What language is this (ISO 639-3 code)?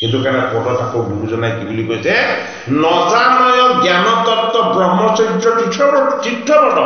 asm